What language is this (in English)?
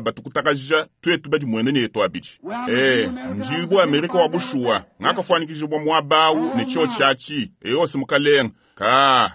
Luba-Lulua